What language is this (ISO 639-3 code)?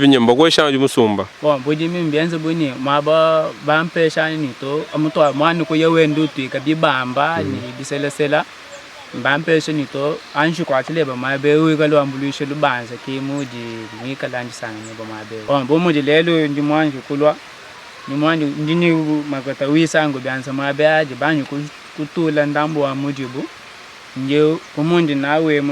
lua